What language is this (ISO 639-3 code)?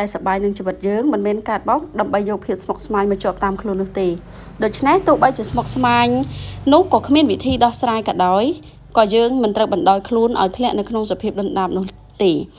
khm